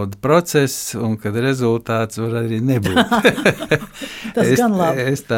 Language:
Latvian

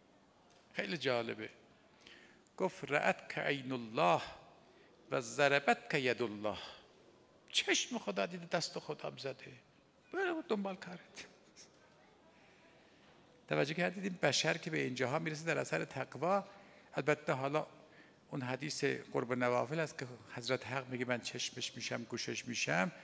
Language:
Persian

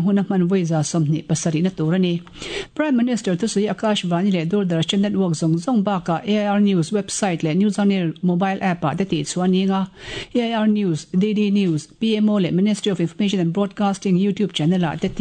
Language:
Mizo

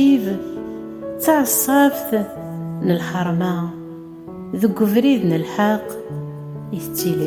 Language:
Kabyle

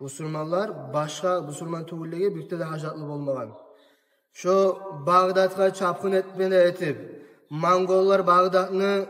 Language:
Kumyk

